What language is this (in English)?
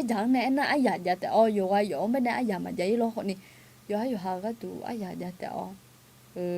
Akha